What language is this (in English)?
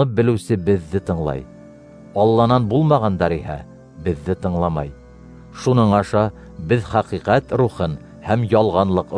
Bashkir